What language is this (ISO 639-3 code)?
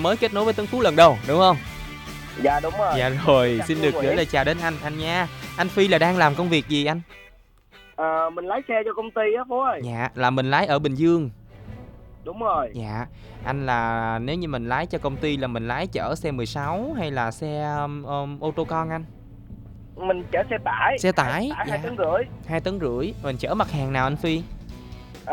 vie